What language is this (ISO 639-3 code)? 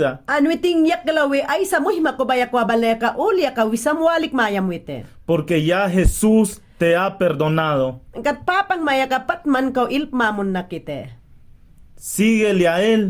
yan